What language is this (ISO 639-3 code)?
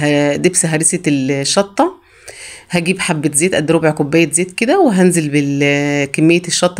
arz